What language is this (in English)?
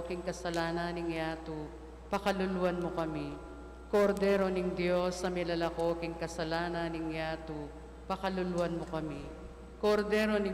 Pampanga